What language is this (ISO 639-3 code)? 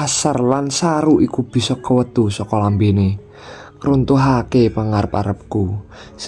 jav